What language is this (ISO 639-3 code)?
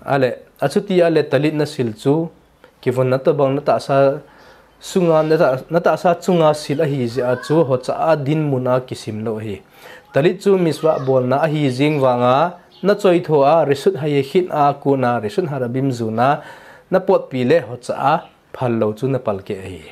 tcz